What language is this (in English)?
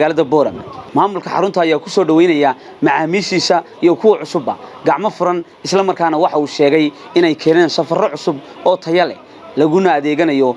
Somali